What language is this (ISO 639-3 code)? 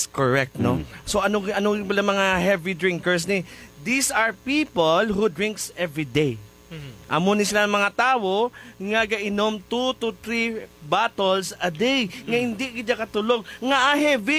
hil